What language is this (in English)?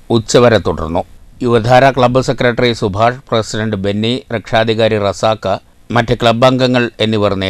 Malayalam